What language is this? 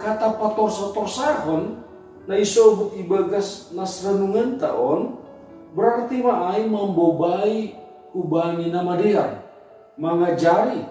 Batak Simalungun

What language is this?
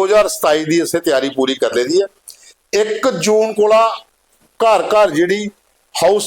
Dogri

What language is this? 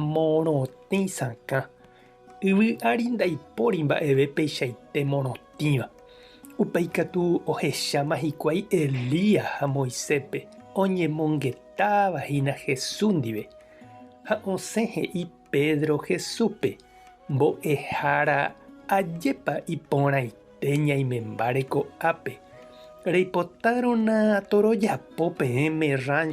Guarani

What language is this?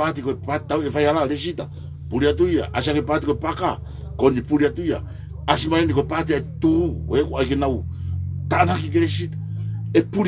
Tongan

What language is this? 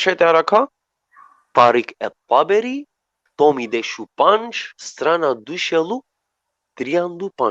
Balkan Romani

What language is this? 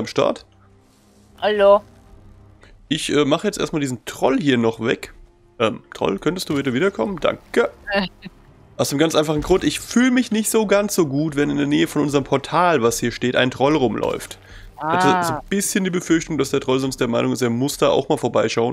German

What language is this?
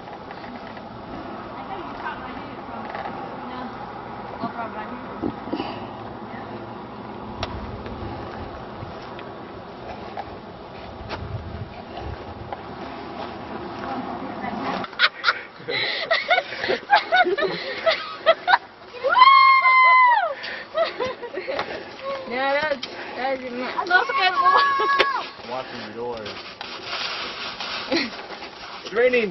English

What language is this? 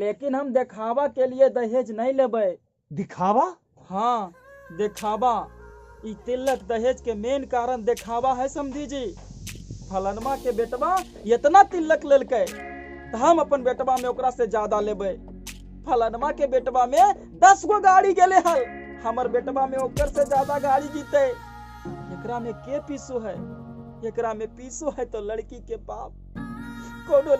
Magahi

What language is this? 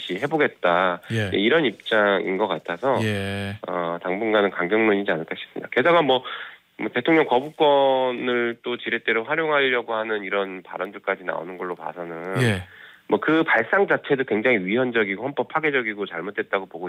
Korean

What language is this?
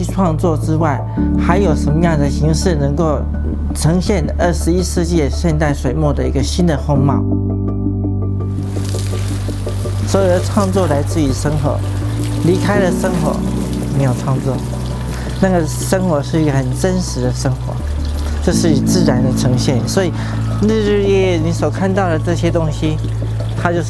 Chinese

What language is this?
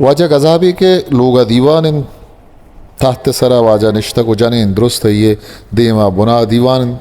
Eastern Balochi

